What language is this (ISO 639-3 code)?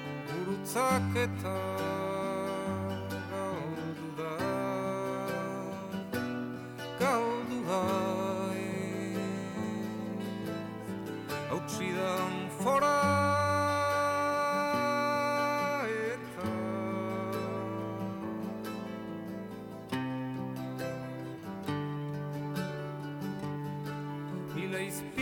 eus